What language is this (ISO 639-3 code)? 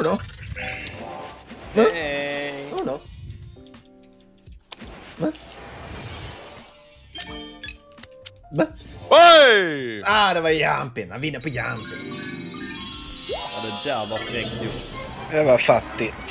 swe